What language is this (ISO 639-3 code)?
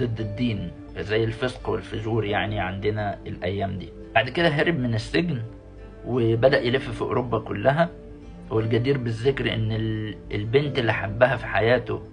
arz